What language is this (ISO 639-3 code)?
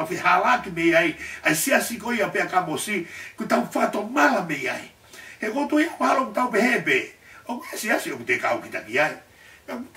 ton